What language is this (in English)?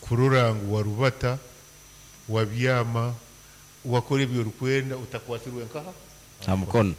Nyankole